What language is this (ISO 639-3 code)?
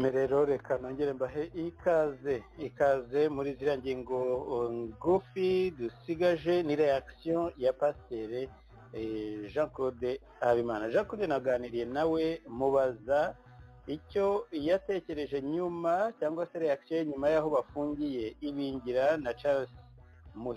kin